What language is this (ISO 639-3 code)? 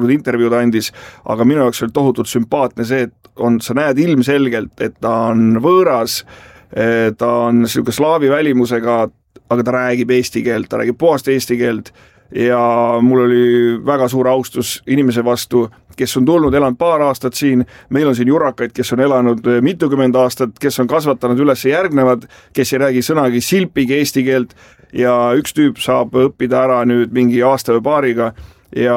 est